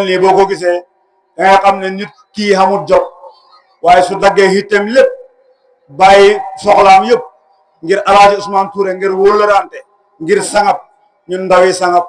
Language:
Wolof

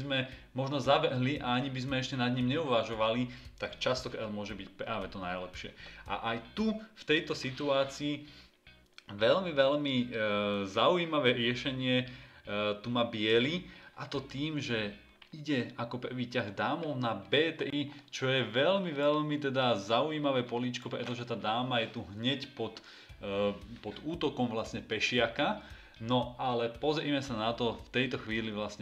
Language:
Slovak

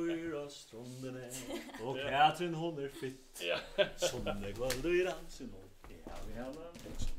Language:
Faroese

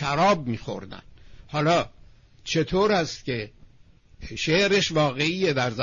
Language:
Persian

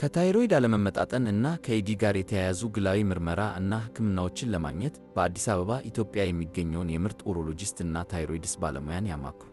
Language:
Amharic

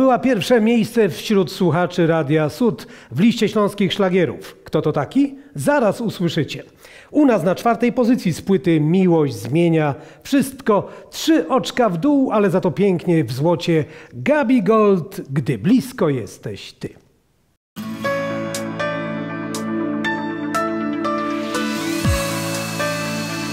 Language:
Polish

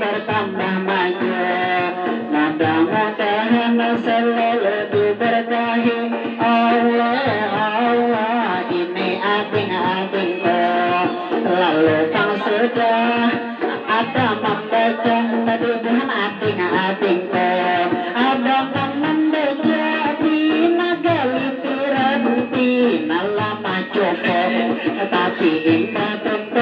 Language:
Banjar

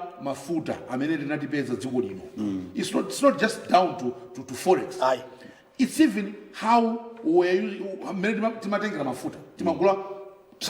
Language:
Nyanja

